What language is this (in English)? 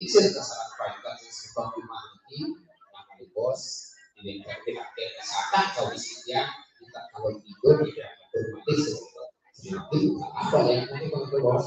Balinese